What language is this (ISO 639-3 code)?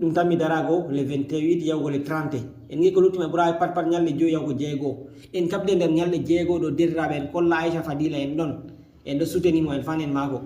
ful